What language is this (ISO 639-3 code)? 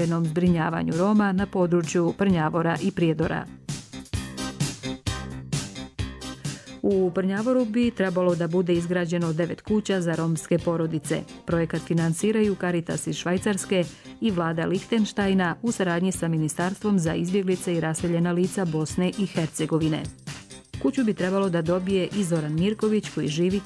bos